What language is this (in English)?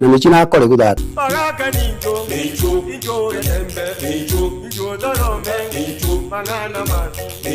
Gusii